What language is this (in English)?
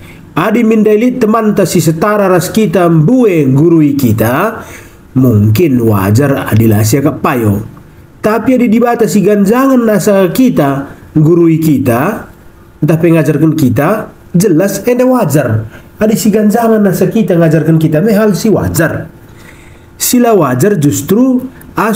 Batak Karo